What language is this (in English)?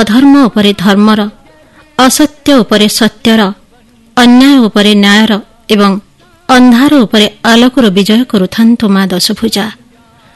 Odia